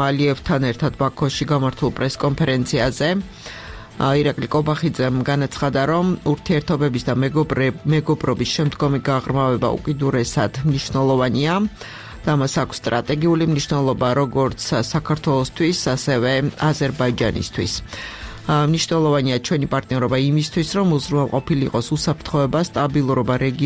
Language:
Georgian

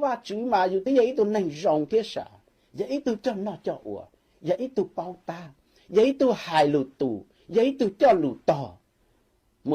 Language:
Hmong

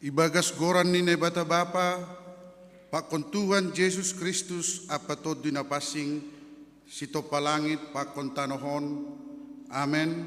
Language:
Batak Simalungun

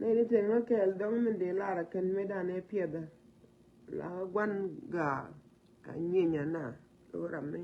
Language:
Nuer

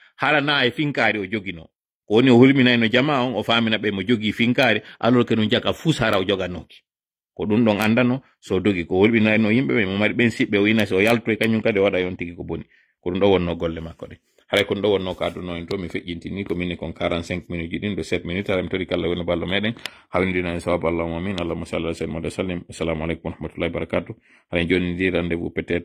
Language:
Fula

